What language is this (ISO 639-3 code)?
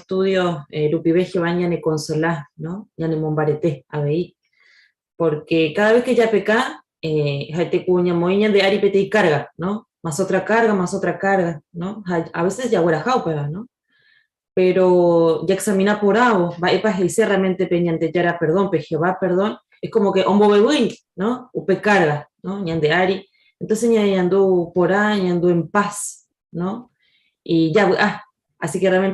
grn